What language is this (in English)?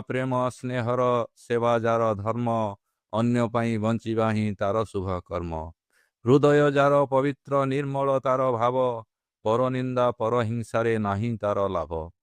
Odia